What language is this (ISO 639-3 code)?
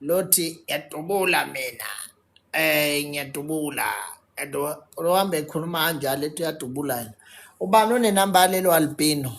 zul